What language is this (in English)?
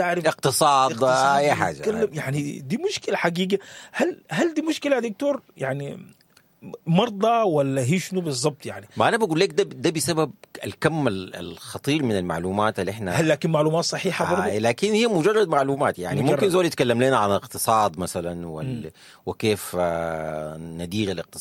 Sudanese Arabic